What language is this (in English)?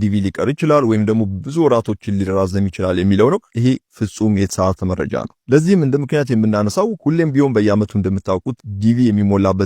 Amharic